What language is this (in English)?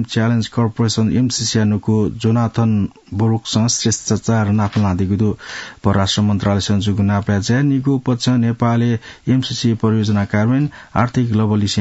Newari